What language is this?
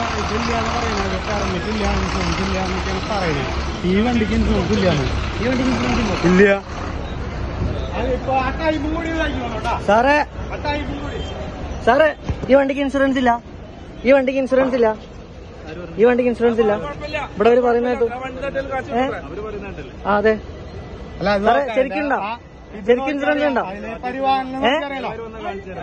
Malayalam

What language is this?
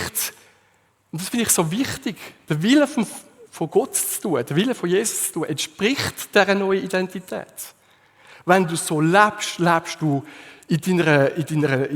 Swiss German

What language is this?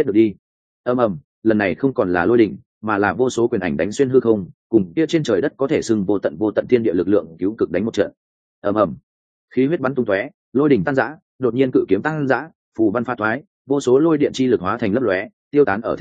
Vietnamese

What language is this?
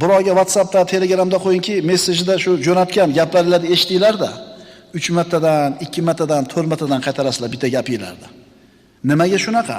Uzbek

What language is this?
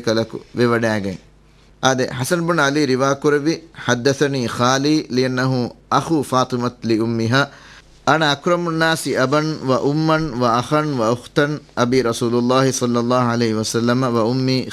Divehi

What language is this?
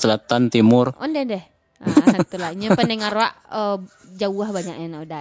Minangkabau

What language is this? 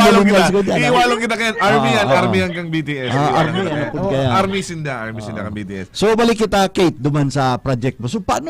Bikol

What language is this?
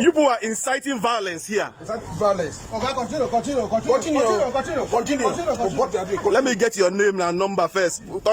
Nigerian Pidgin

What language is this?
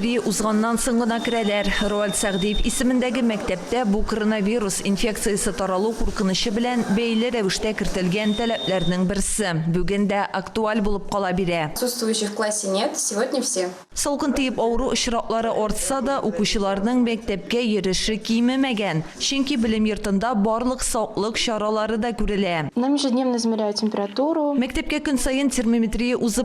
Tatar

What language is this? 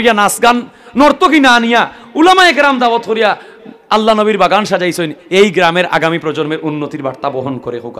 Sylheti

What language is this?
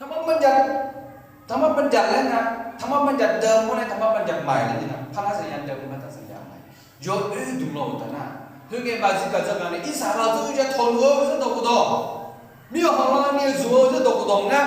Akha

